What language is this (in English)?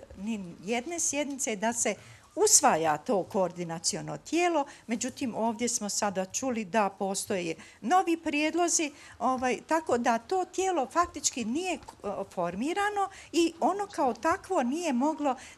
Bosnian